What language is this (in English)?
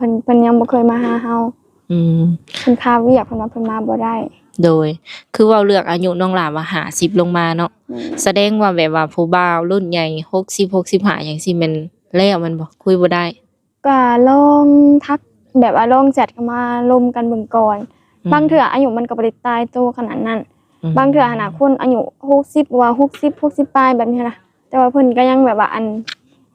Lao